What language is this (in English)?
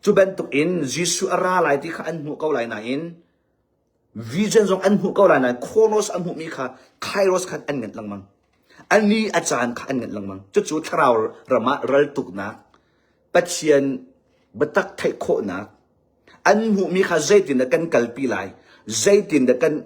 Hakha Chin